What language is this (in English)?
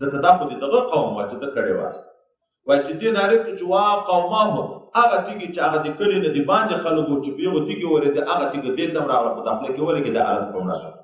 Pashto